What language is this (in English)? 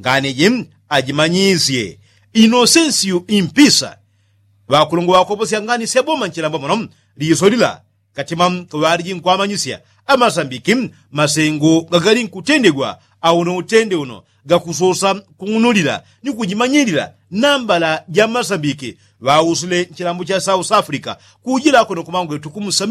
Yao